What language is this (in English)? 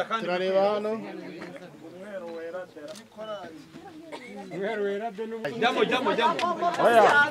Kinyarwanda